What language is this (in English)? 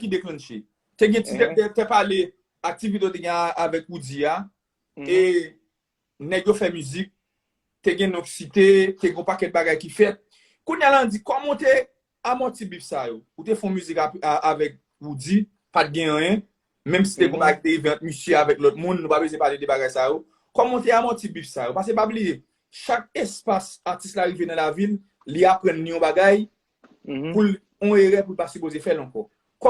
Haitian Creole